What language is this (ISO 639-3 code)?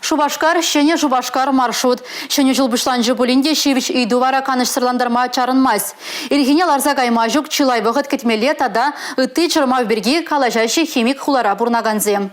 chv